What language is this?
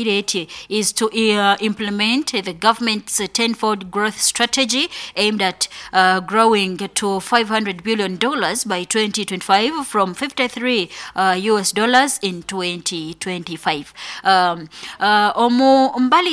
Nyoro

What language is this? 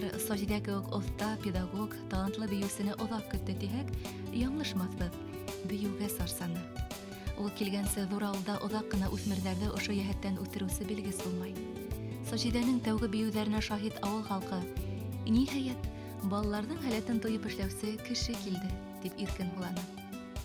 Bashkir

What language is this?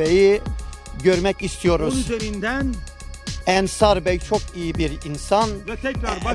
Turkish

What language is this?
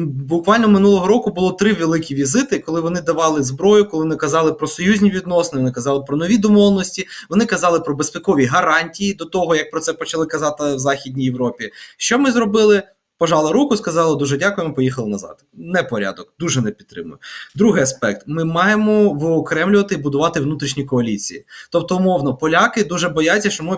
Ukrainian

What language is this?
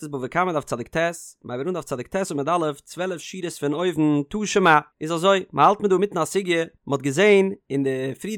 Yiddish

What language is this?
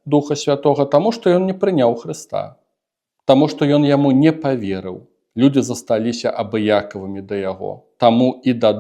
Belarusian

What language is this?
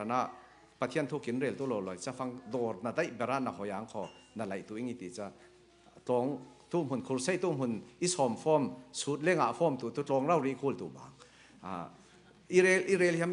Falam Chin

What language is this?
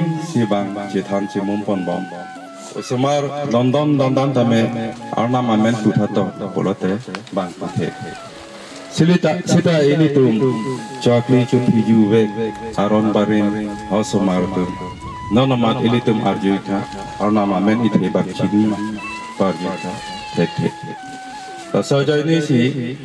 Karbi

